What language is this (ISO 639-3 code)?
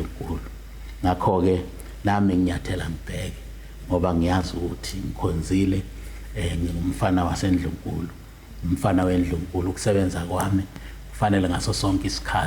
zul